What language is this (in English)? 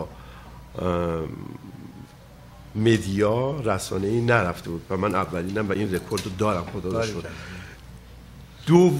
Persian